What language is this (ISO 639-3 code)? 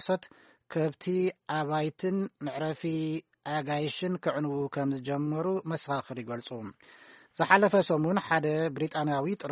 tir